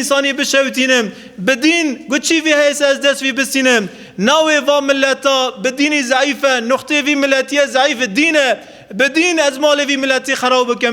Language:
Kurdish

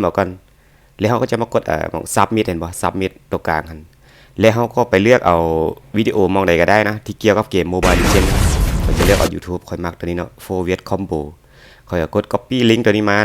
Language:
Lao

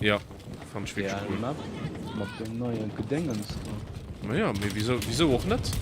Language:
Luxembourgish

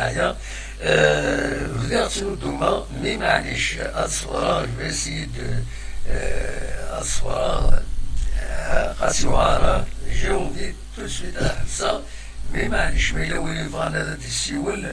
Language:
Kabyle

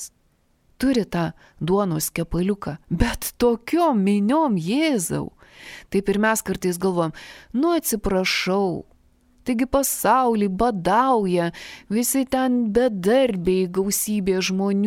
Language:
Lithuanian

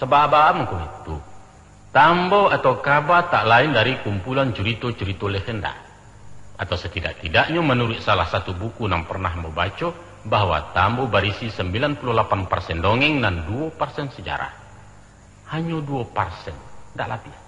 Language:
Minangkabau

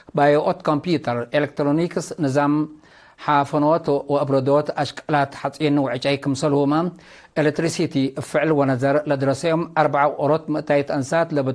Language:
Tigre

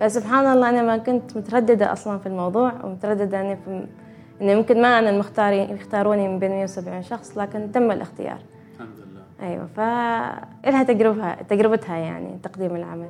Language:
Gulf Arabic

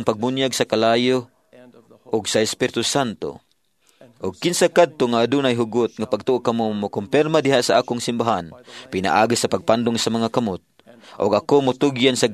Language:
Cebuano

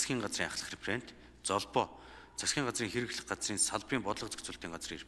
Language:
Mongolian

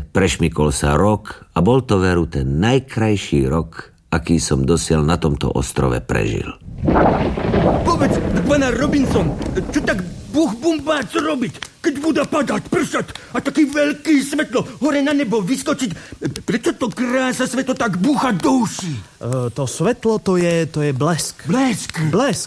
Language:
Slovak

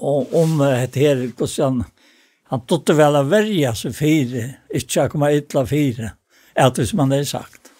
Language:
Faroese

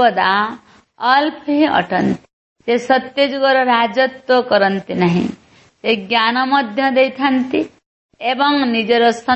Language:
Odia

